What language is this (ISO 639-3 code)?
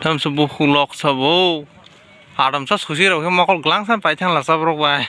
trp